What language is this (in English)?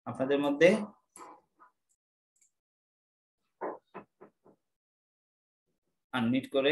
Bangla